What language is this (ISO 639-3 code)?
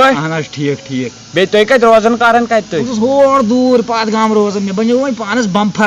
kas